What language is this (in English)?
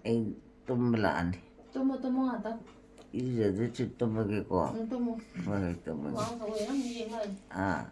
Manipuri